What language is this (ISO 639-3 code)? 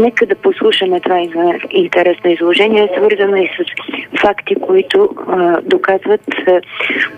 bul